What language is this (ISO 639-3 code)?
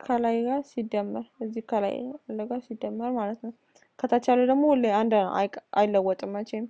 amh